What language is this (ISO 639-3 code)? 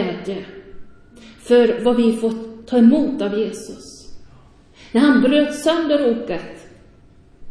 swe